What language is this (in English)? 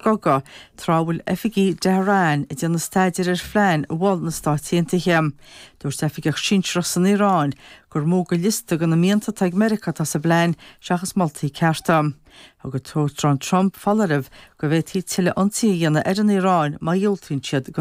Irish